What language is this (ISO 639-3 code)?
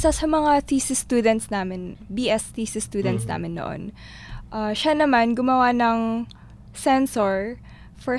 fil